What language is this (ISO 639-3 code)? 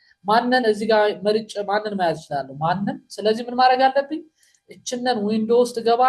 amh